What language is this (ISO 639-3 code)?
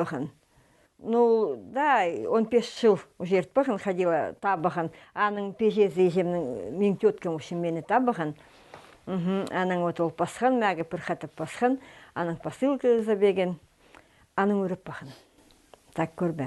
kjh